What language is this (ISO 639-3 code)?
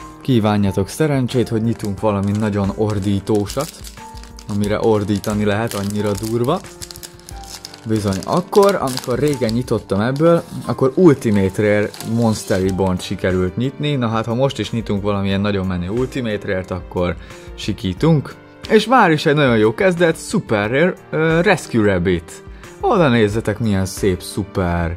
hun